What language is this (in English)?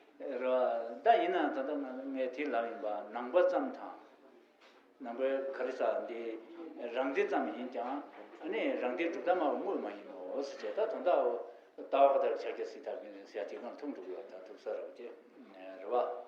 Tibetan